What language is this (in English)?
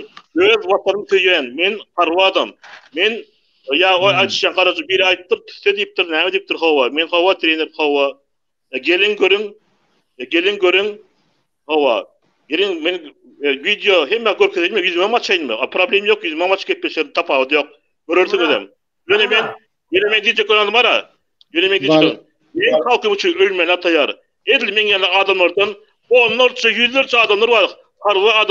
Turkmen